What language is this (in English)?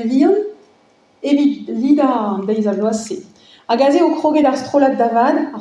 Breton